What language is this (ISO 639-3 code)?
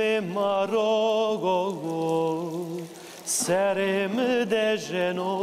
zza